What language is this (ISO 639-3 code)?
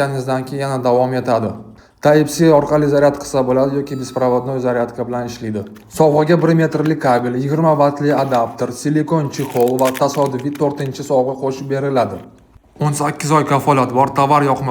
uzb